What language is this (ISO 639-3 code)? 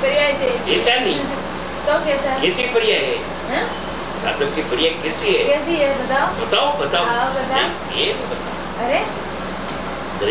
guj